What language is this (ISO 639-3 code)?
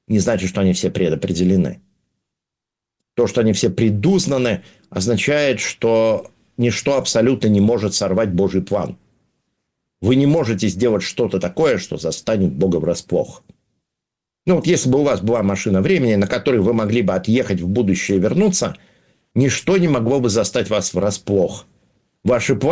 rus